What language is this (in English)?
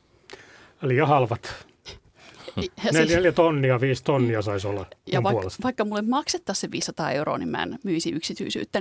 Finnish